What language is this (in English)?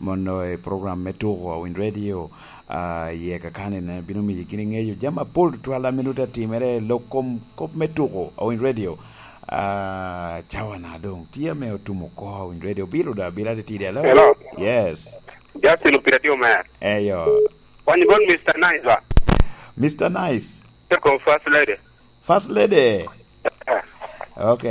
Lango (Uganda)